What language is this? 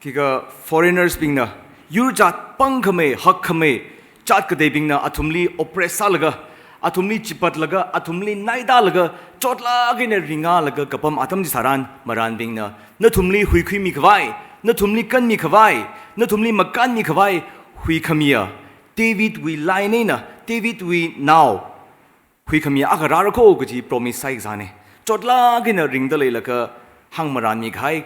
Tangkhul Naga (India)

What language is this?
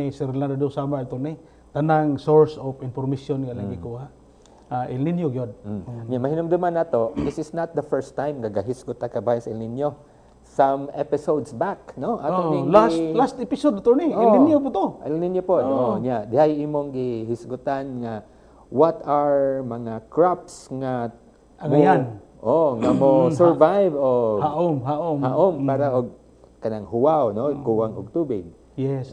Cebuano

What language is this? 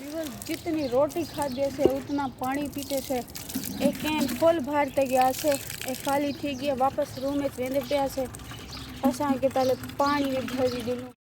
Saraiki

